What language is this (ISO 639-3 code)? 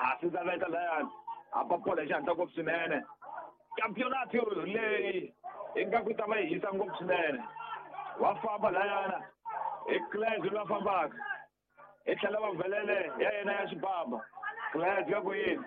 tso